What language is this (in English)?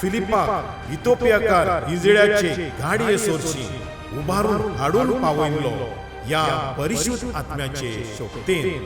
Konkani